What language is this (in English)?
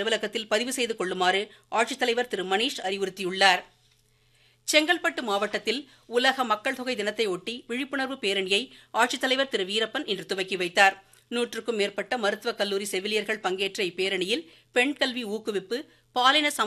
Tamil